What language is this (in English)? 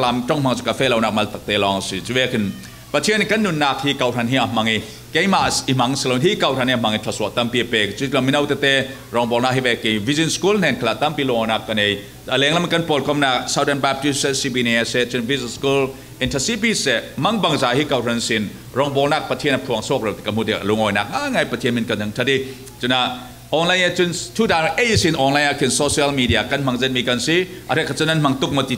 Falam Chin